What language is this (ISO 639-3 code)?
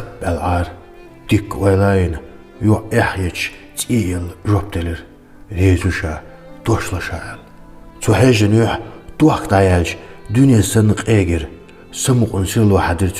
che